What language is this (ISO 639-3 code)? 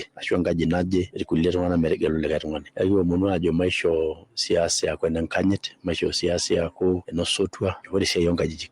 mas